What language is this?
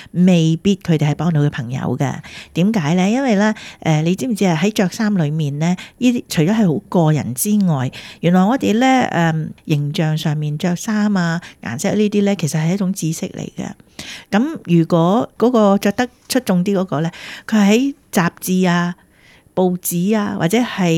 Cantonese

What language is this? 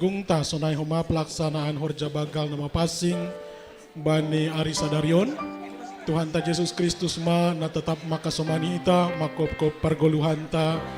Batak Simalungun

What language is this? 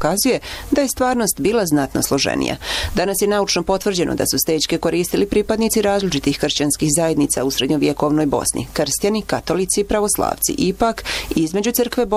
Bosnian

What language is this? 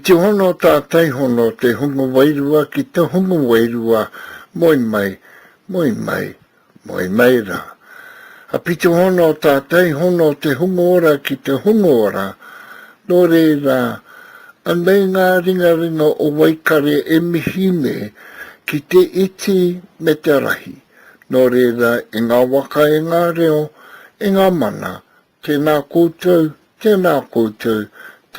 Māori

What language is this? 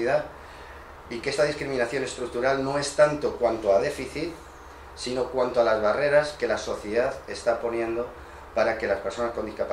Spanish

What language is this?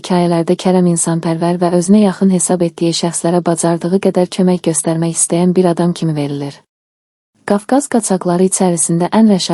Azerbaijani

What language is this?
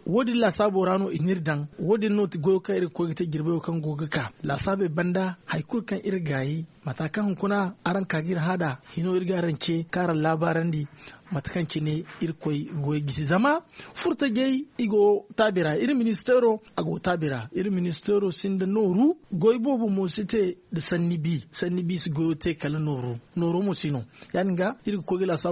Zarma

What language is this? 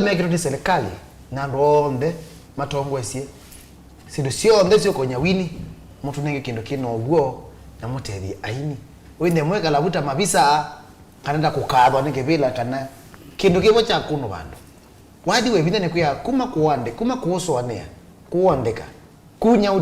Kamba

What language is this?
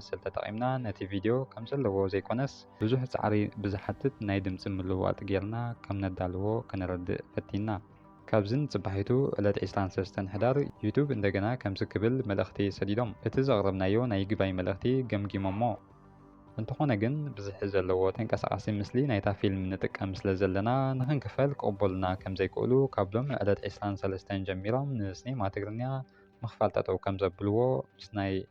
Tigrinya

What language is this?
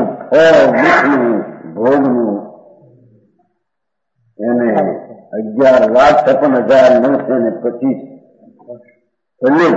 Gujarati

